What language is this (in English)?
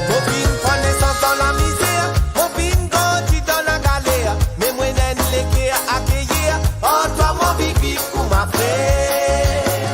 Morisyen